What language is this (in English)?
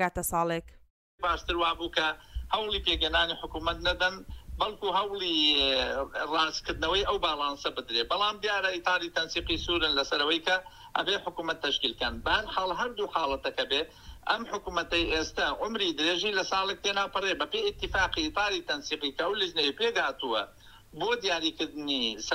Central Kurdish